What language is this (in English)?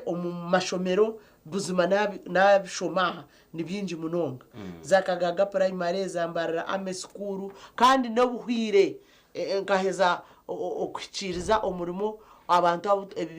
Nyankole